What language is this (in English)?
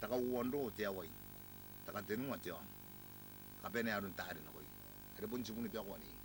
Gilbertese